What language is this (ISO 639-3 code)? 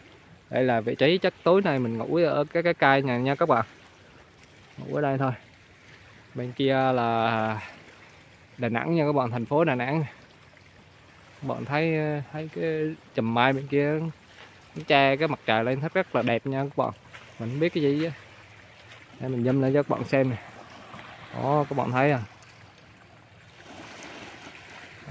vie